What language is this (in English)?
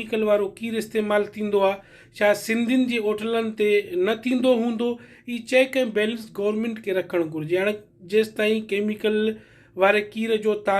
Sindhi